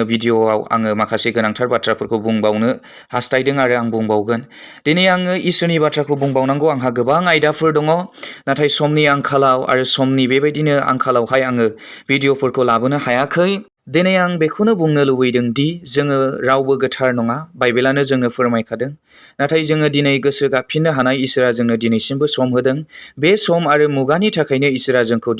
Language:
Bodo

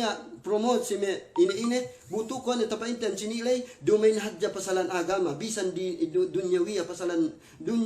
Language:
Yakan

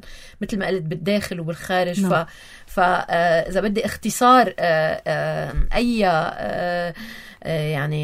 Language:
North Levantine Arabic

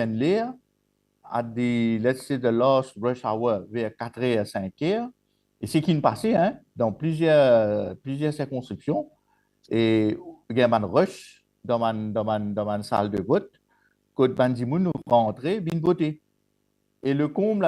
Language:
Morisyen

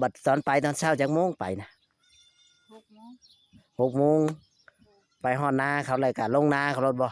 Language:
Northeastern Thai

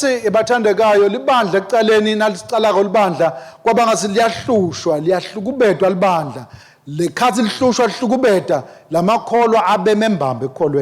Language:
Swati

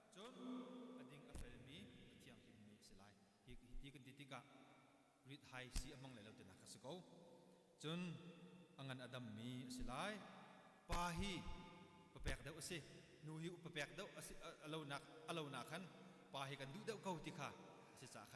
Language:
Hakha Chin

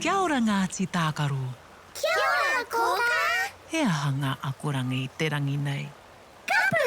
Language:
Māori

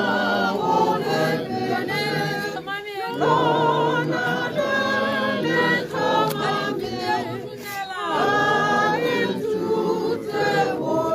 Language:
Tswana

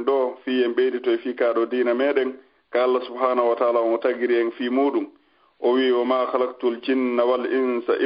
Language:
Fula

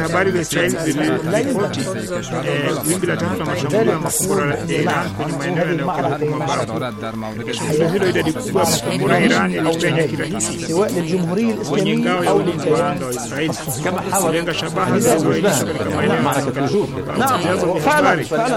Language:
Swahili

